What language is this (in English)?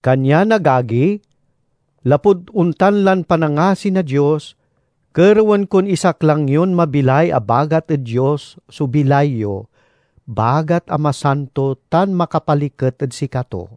Pangasinan